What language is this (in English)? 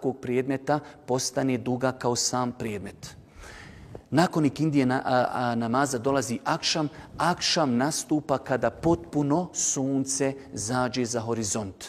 Bosnian